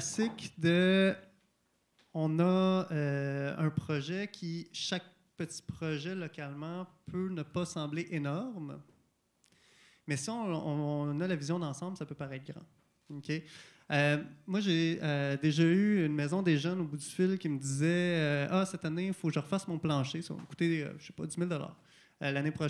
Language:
French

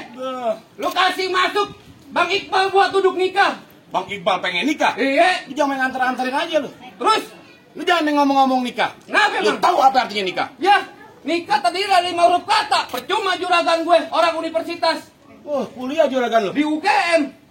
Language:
Betawi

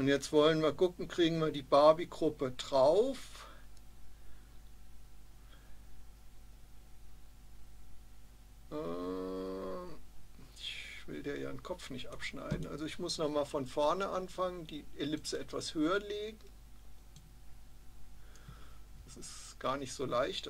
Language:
German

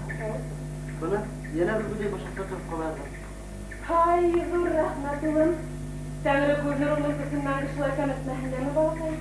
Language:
Bashkir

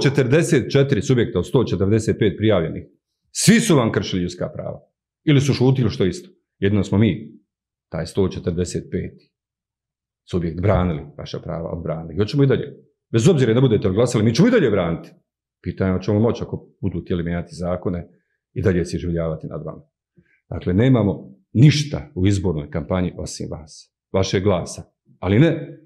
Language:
Bosnian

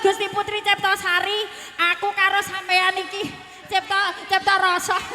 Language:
Javanese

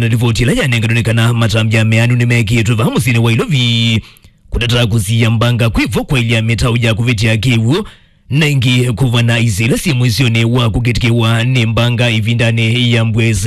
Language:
Kamba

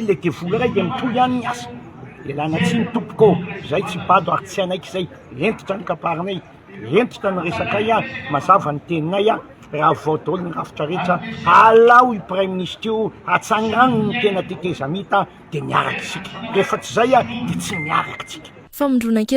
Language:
Malagasy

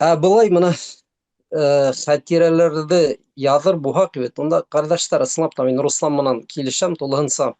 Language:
Bashkir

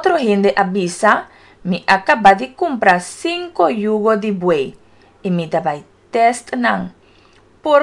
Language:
Papiamento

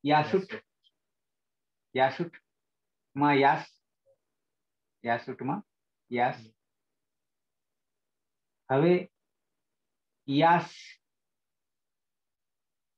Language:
Gujarati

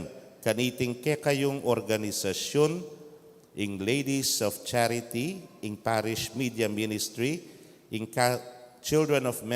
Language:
Pampanga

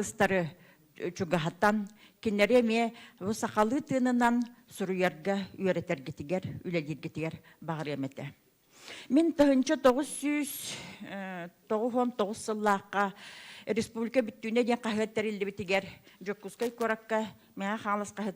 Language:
Yakut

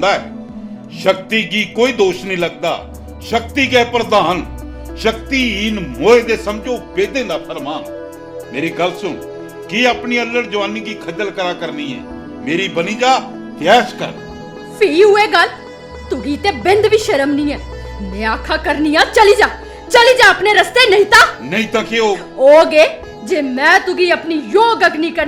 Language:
Dogri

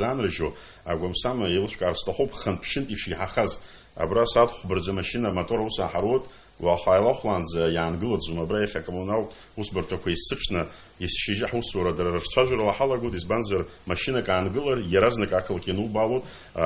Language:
Abkhazian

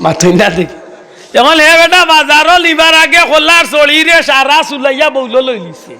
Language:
Sylheti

